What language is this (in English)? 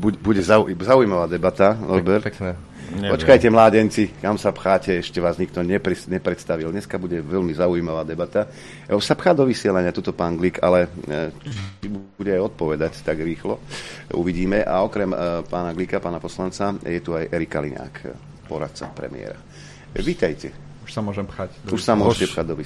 Slovak